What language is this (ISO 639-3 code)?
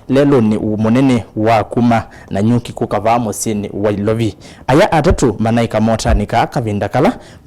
kam